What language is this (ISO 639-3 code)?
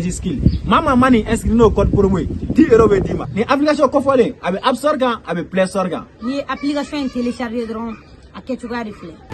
bam